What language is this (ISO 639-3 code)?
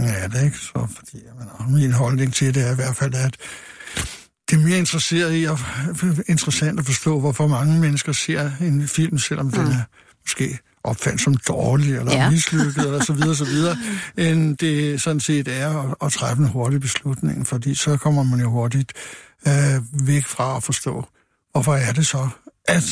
dan